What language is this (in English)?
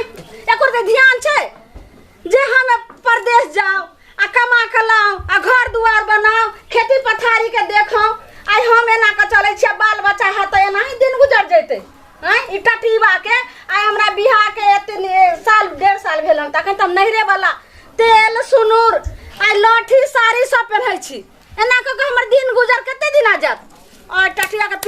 Maithili